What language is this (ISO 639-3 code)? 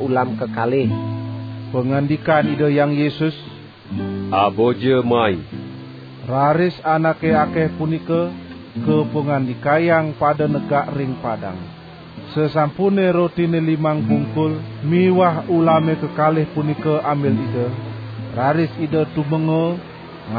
ban